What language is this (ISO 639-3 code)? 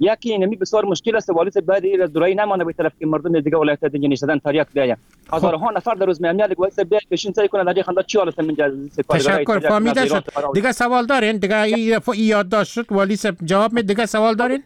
fas